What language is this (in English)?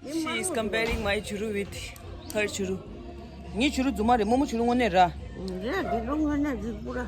Tibetan